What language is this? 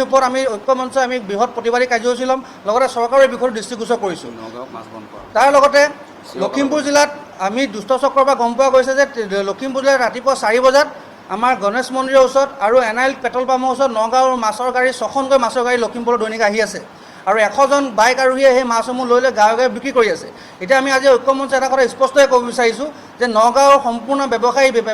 Assamese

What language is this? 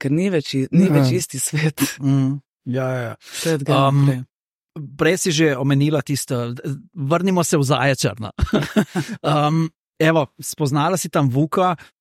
Slovenian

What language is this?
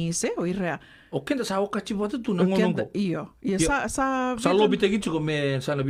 Fijian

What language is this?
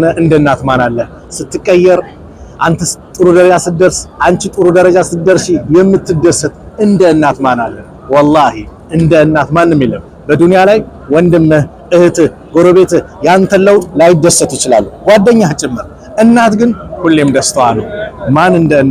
Amharic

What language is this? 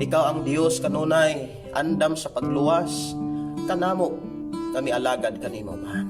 Cebuano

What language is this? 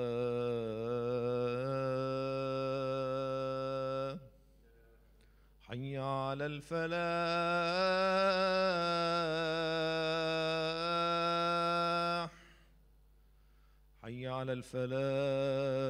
Arabic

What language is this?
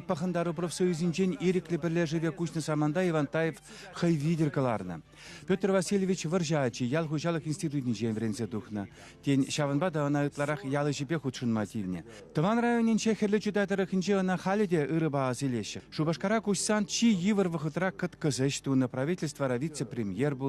Chuvash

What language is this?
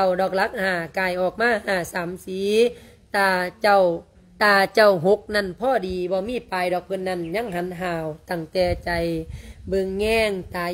Lao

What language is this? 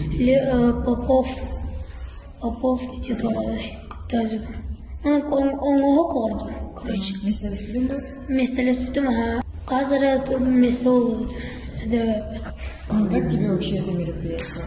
Yakut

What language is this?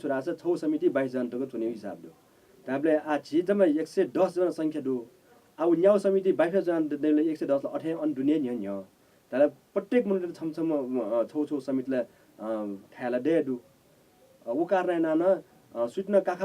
Newari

